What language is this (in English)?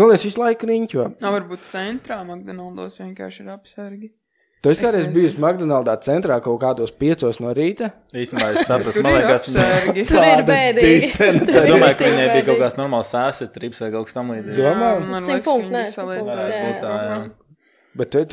Latvian